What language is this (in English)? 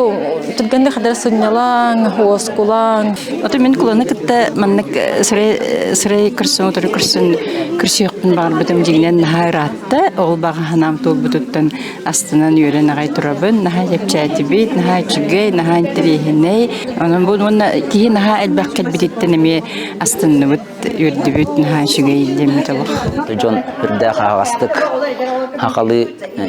Yakut